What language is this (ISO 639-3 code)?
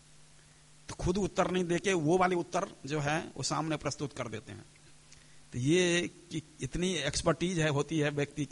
hin